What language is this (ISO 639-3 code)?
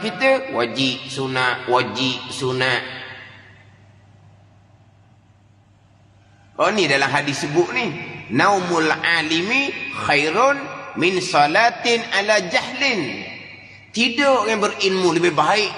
msa